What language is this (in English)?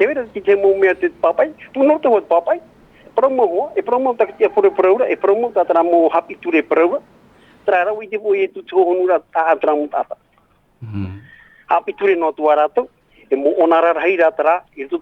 Tahitian